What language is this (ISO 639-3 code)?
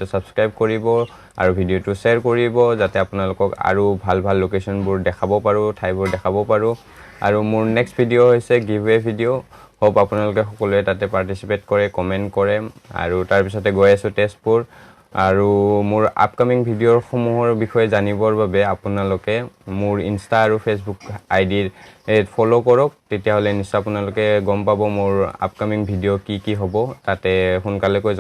asm